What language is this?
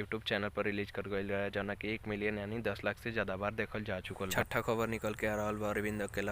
Bhojpuri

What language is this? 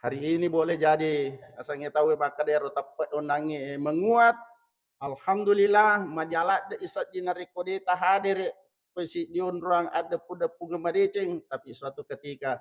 Buginese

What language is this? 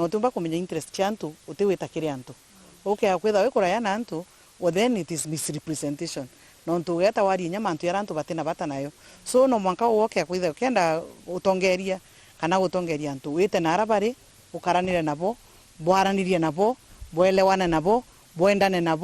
Meru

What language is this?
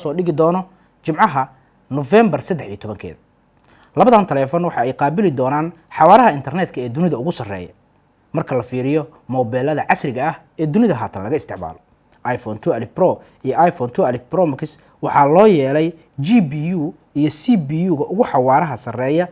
Somali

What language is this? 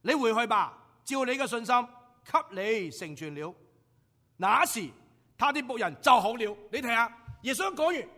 Cantonese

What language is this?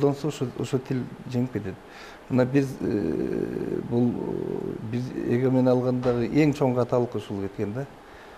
Kyrgyz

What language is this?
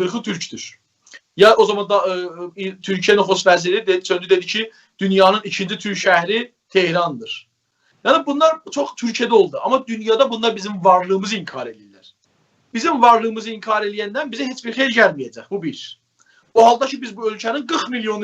South Azerbaijani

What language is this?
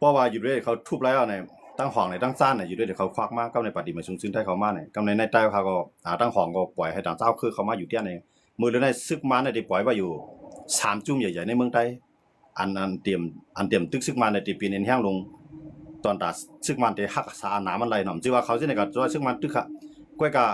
Shan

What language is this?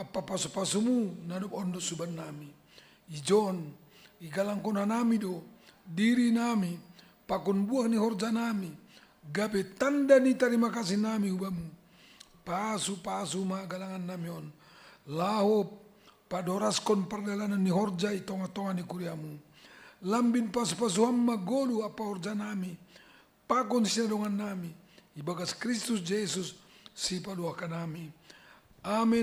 Batak Simalungun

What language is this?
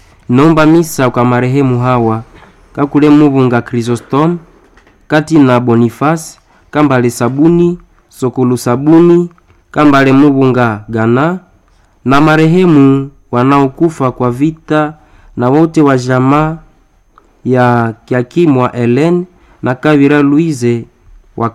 Swahili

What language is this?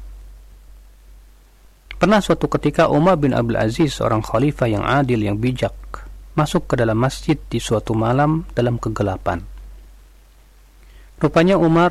Indonesian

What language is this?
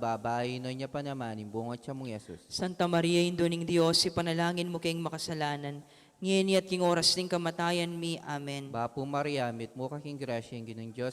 Pampanga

